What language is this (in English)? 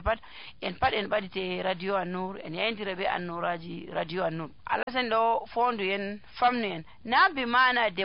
Nigerian Fulfulde